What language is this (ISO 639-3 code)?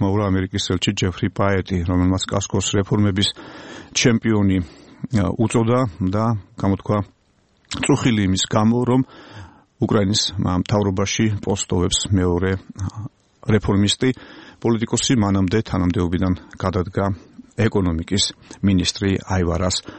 kat